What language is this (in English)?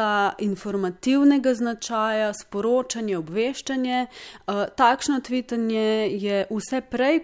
Slovenian